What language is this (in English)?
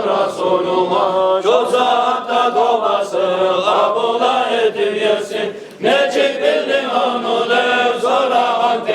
Kumyk